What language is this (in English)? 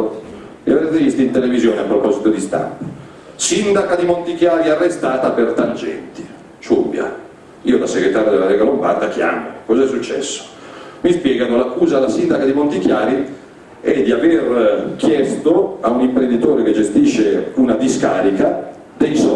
Italian